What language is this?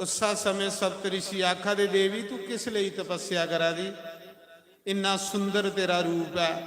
Dogri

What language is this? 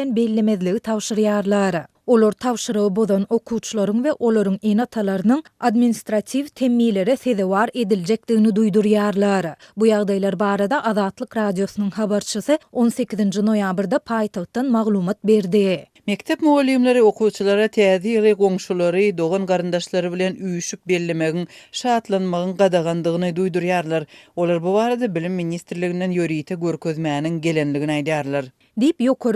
Turkmen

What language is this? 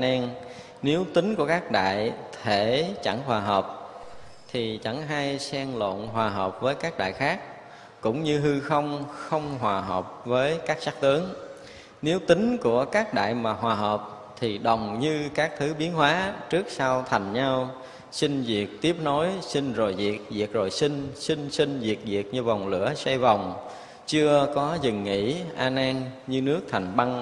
Vietnamese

